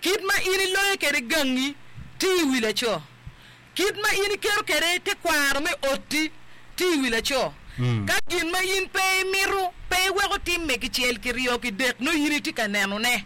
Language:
Acoli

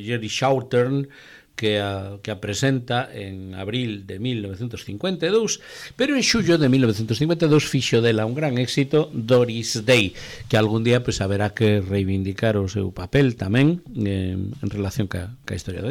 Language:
Galician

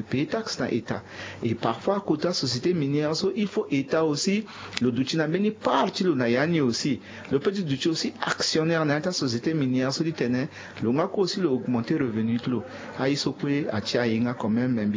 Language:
Sango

